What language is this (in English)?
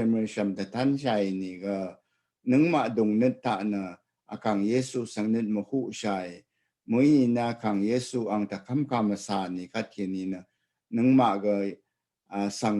Rawang